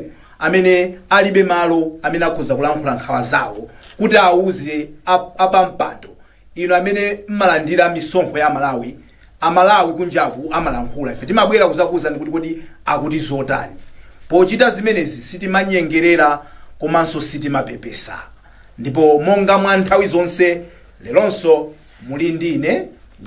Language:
Nyanja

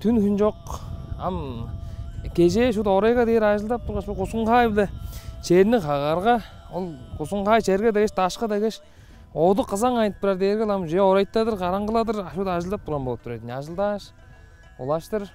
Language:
Tuvinian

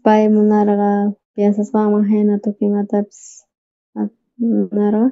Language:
South Bolivian Quechua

